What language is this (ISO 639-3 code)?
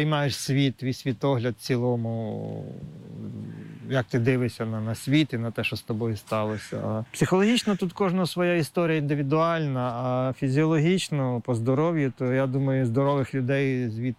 ukr